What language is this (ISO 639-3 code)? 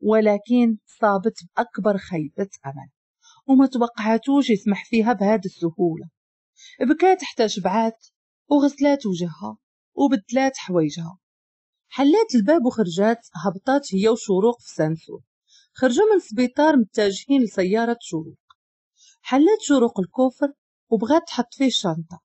ary